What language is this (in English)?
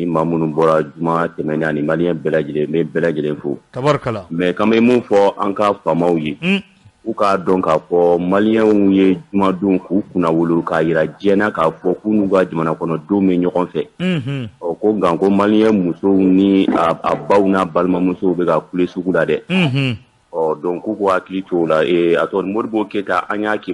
Bambara